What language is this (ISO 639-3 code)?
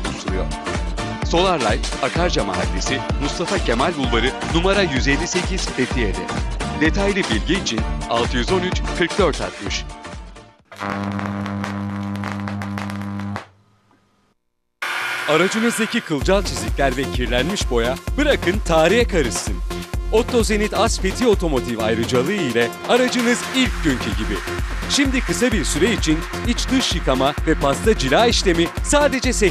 tur